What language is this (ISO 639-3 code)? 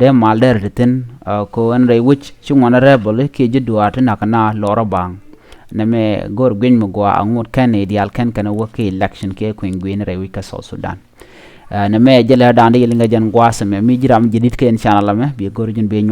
nus